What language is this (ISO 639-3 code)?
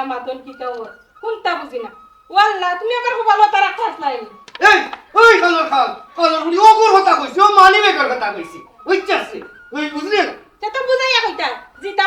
syl